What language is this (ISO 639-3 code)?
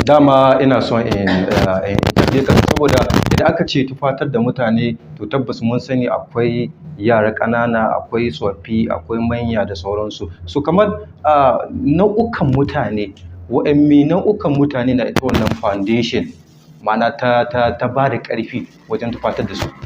hau